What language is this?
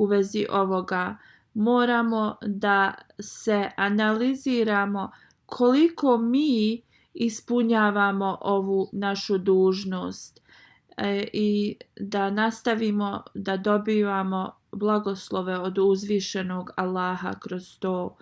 Bosnian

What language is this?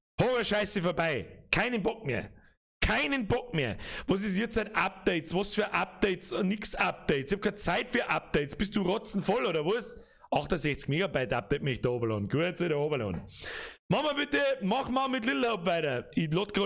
Bavarian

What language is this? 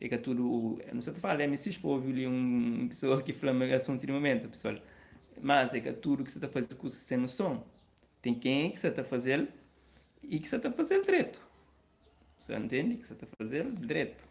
Kabuverdianu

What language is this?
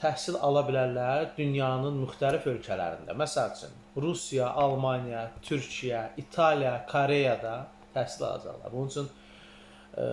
Azerbaijani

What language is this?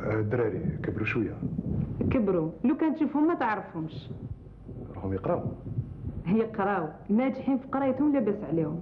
Algerian Arabic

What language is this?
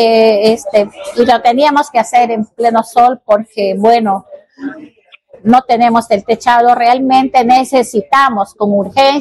Spanish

